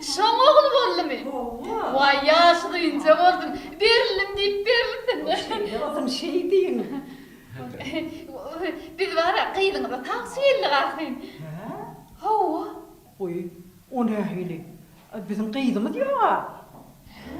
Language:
Turkmen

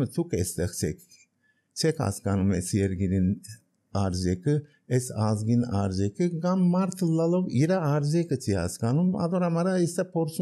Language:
Armenian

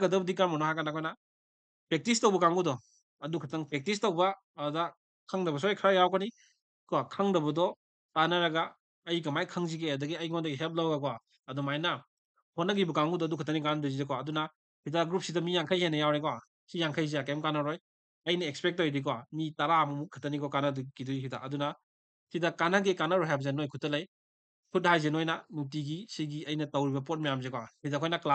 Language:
Manipuri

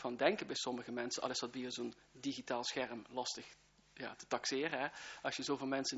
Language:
Dutch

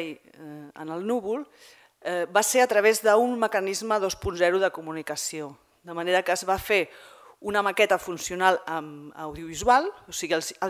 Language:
Catalan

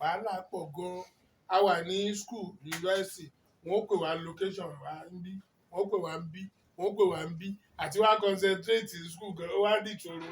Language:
Yoruba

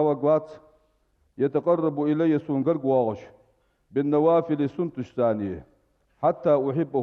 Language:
Ingush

